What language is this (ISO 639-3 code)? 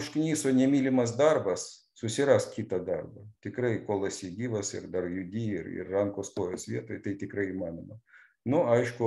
lit